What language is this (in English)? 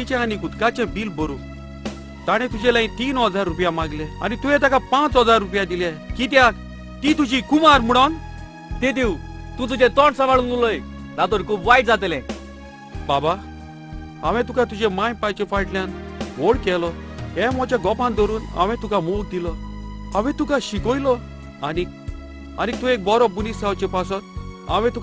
Konkani